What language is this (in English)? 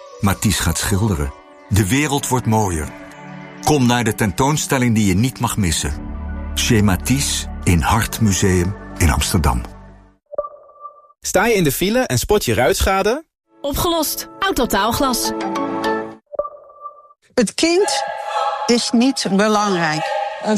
Dutch